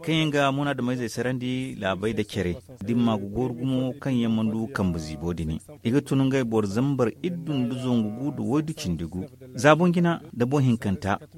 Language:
Zarma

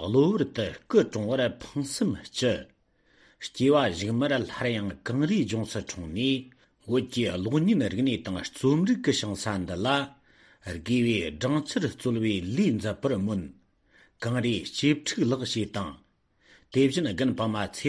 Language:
Tibetan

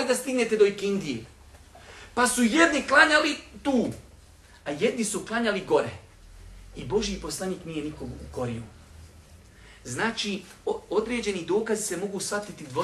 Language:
Bosnian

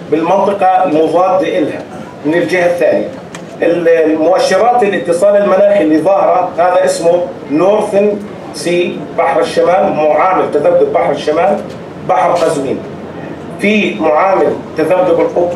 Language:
Arabic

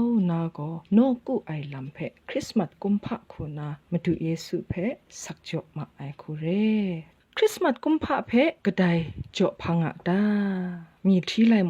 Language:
Kachin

